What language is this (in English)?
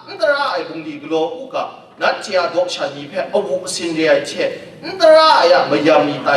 Kachin